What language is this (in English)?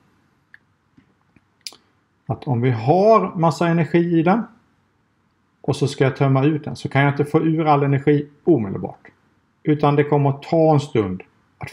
Swedish